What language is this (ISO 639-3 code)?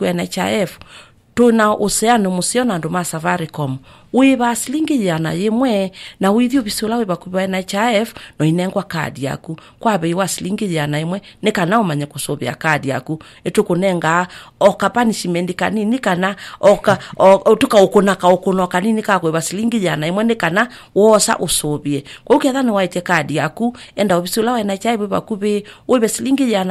kam